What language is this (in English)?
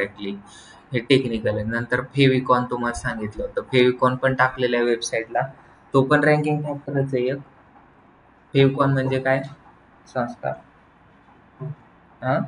Marathi